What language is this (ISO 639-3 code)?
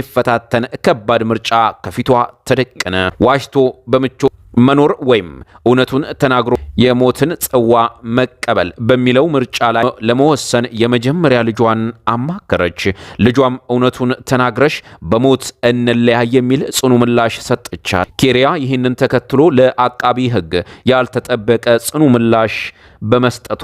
amh